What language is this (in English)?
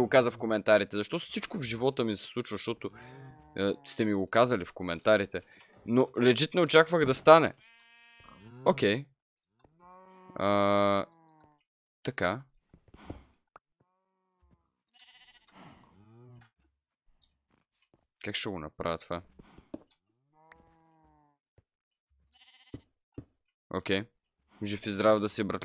Bulgarian